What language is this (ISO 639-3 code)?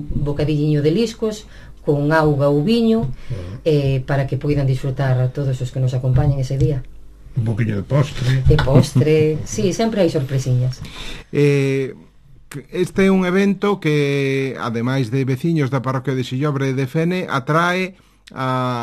glg